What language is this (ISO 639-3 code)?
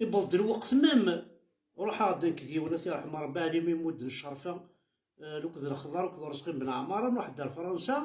kab